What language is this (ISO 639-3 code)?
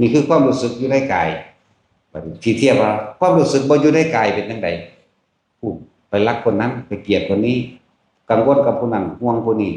tts